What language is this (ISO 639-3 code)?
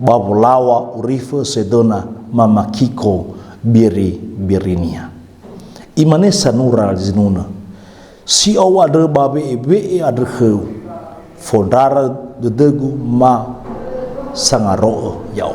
nia